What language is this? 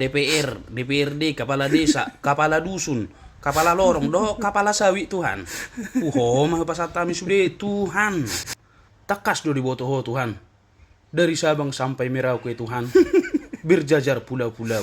Batak Toba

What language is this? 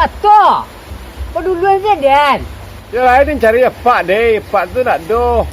Minangkabau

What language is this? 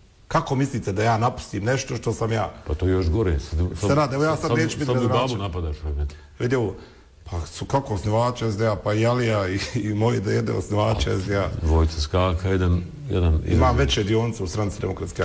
Bosnian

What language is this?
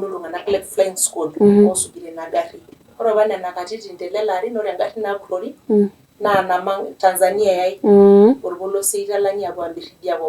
Masai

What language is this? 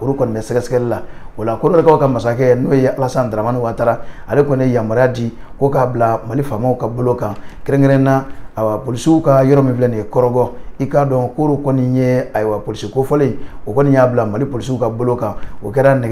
Bambara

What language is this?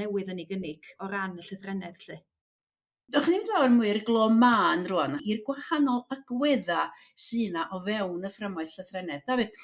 Welsh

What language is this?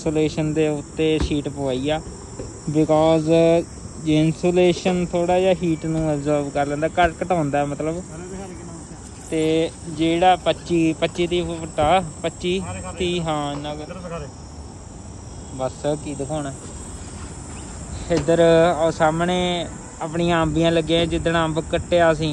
Punjabi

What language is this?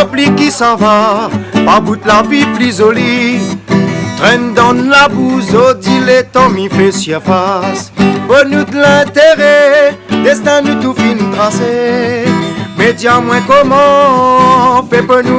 Réunion Creole French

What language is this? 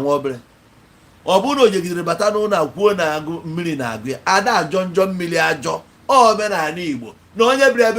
Igbo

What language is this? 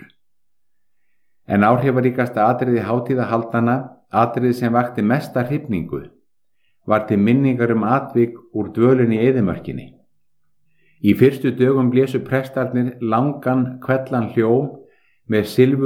Icelandic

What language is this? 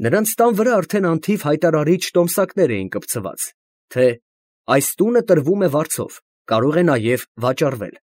Armenian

